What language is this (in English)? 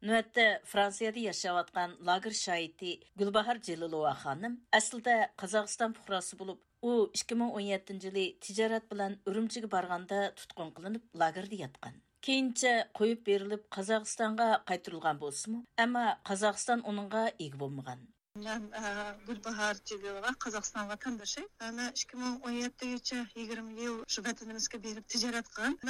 Uyghur